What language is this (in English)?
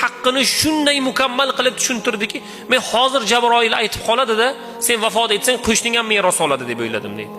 Uzbek